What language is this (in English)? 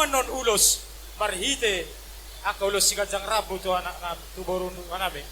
Batak Toba